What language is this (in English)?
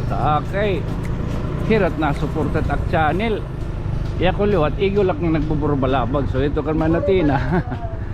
Waray